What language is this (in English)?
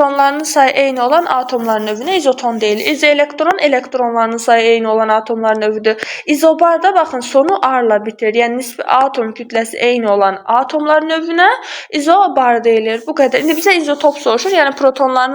Azerbaijani